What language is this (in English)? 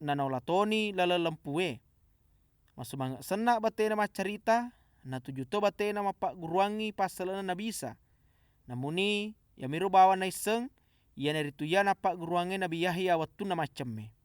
Buginese